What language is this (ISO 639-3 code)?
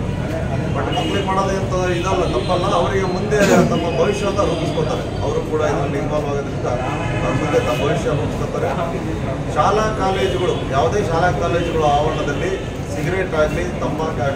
kan